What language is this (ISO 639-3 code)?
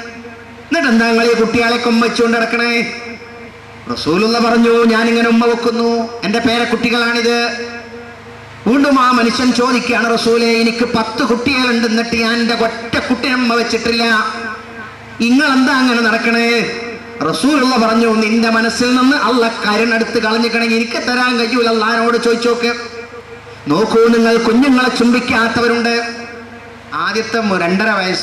mal